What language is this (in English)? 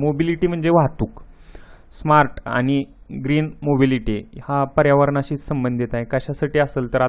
Marathi